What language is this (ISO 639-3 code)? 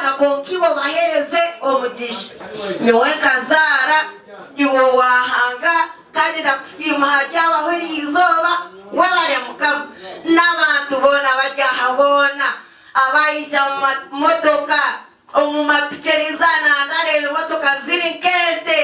nyn